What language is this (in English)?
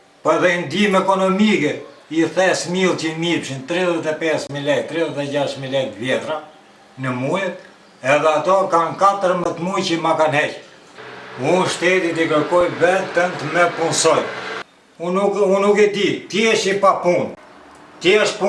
Albanian